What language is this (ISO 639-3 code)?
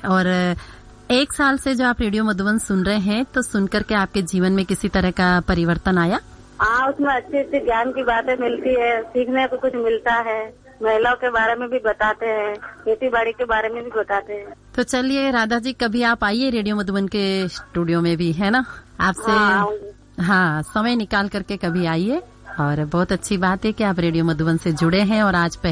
hin